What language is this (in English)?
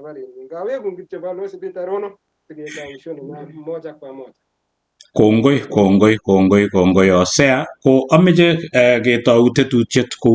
Kalenjin